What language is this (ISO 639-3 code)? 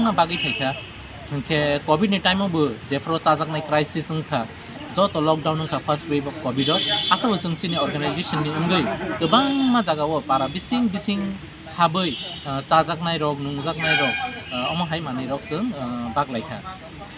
trp